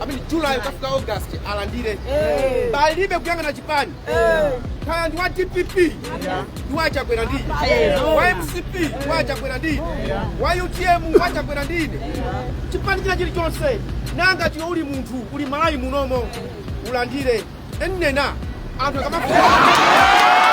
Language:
Nyanja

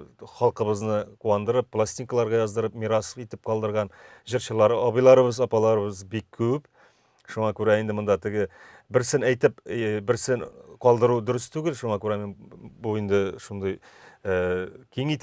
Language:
Tatar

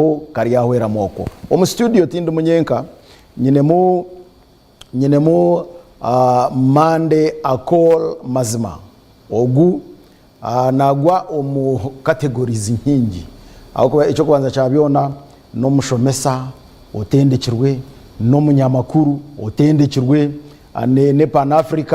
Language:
Nyankole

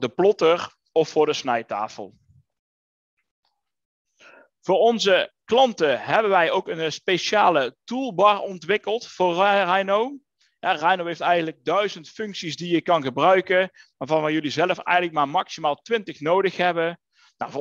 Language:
Dutch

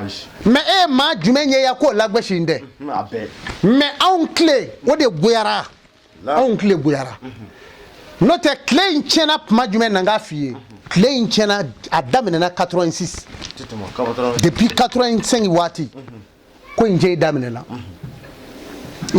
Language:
Bambara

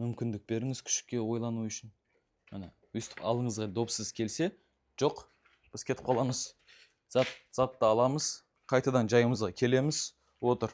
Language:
Kazakh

